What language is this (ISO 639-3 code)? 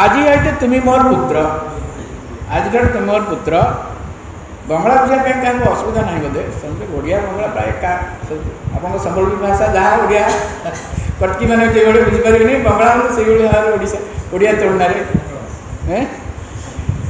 ori